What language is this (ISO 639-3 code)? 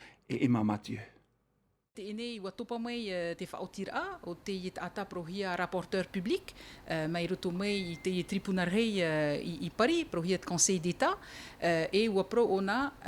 tah